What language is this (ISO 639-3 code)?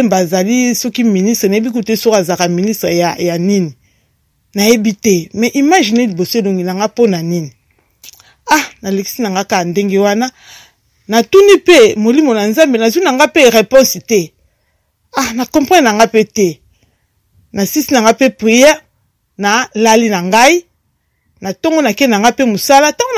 lin